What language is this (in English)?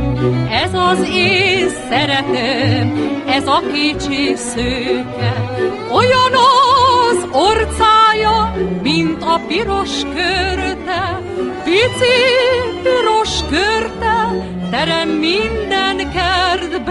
Hungarian